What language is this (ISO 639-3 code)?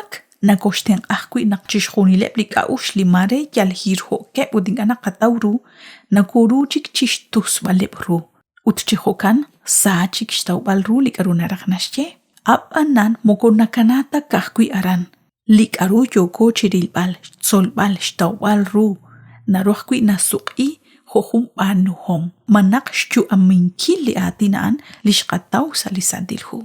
kek